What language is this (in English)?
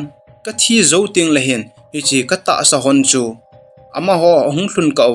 Thado Chin